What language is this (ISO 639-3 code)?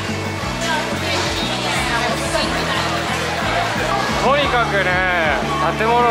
jpn